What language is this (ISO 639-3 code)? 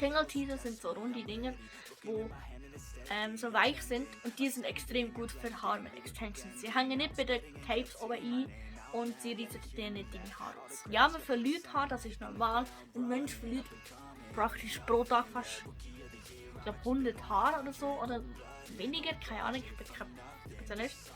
gsw